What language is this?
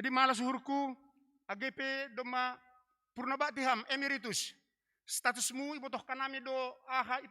Batak Simalungun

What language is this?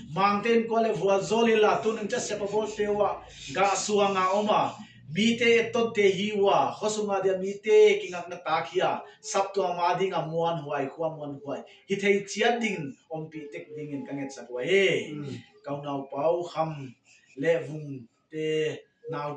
Paite Chin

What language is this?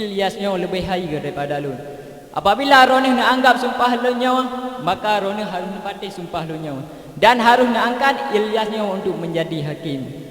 Achinese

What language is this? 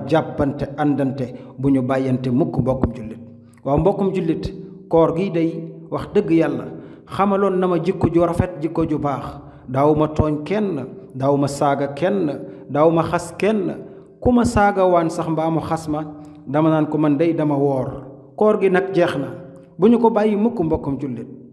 Wolof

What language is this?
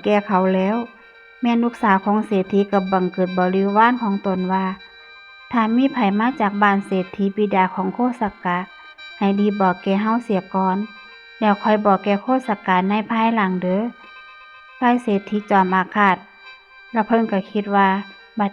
Northeastern Thai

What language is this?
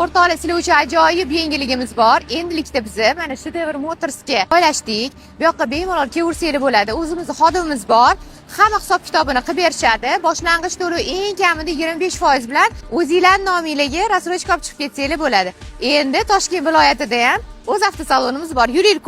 Uzbek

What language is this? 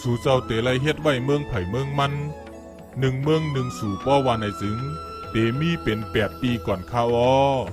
Shan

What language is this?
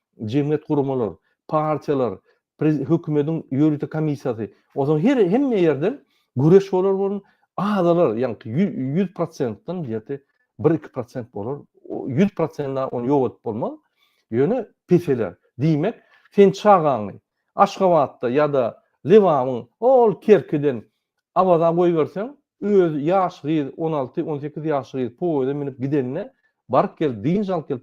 Turkmen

